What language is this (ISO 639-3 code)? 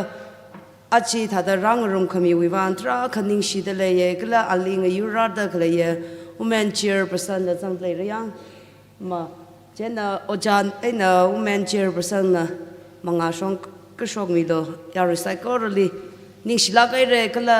nmf